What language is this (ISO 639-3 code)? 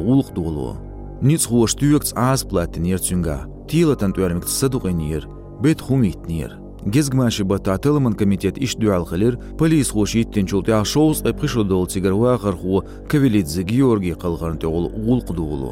che